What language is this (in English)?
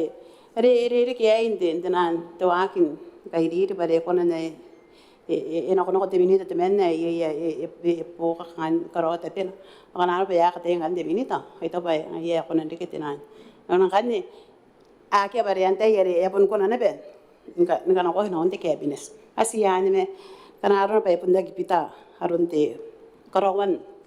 Gilbertese